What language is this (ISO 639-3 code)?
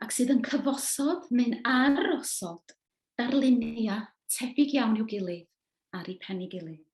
cym